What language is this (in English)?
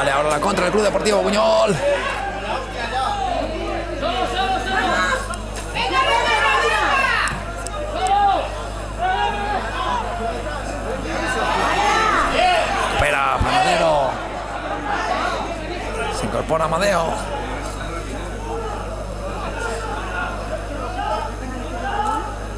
Spanish